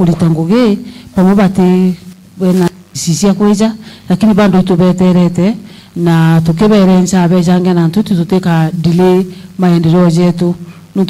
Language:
Meru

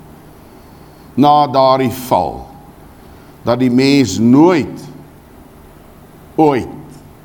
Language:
Afrikaans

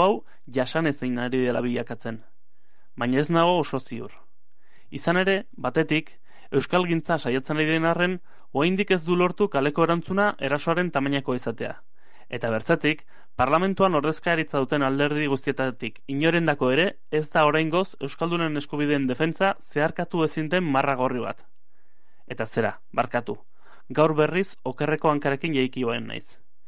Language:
Basque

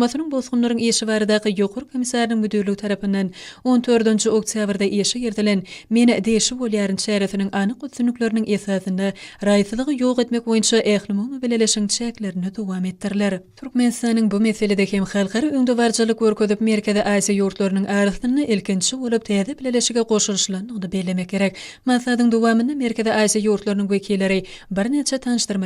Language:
Turkmen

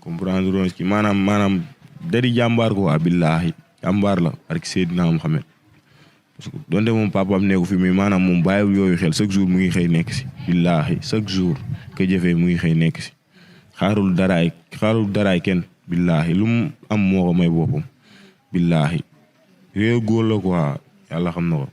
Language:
Wolof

